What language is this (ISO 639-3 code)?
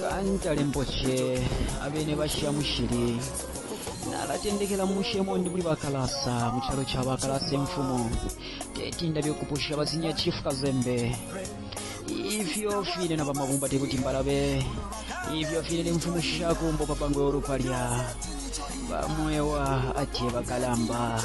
bem